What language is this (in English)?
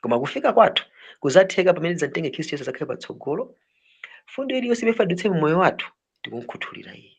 Nyanja